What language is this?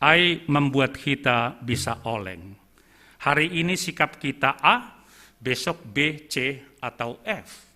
Batak Simalungun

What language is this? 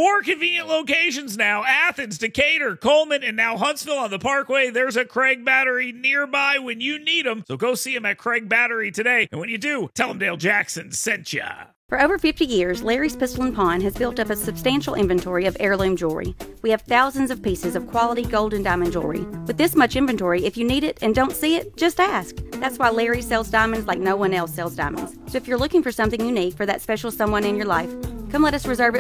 English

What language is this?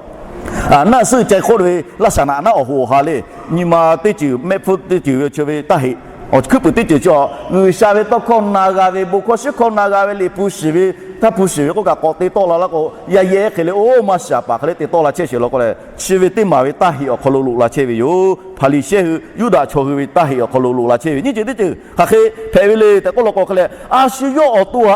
Lahu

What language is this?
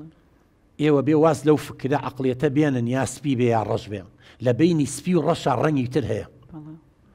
Central Kurdish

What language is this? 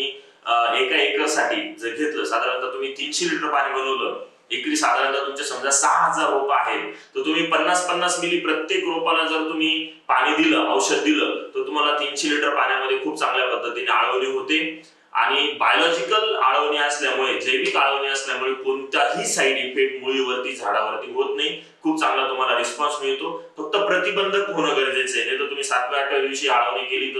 Marathi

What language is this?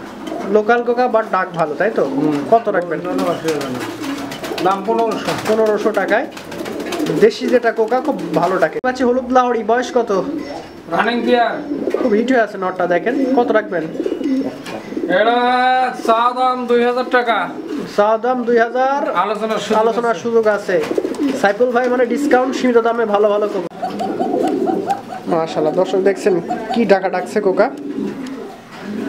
Bangla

